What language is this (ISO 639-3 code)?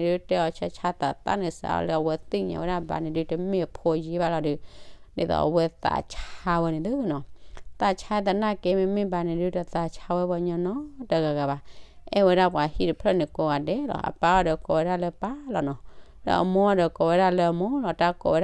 ksw